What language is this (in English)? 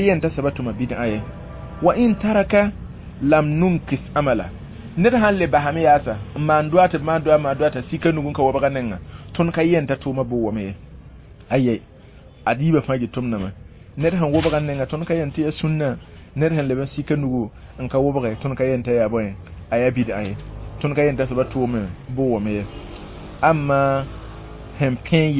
Mossi